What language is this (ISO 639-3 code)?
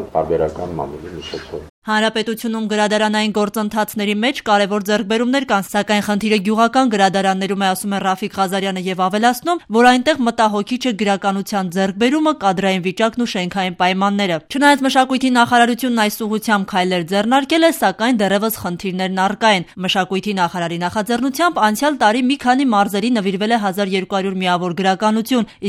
hye